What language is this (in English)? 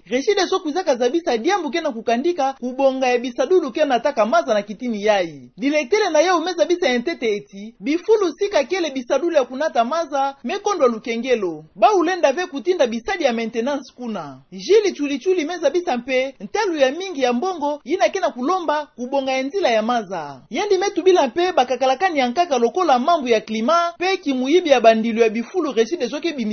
Kituba (Democratic Republic of Congo)